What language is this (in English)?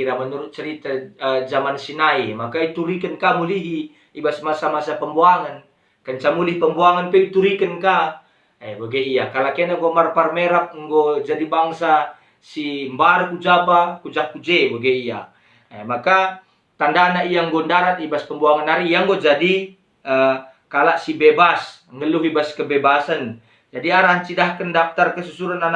Batak Karo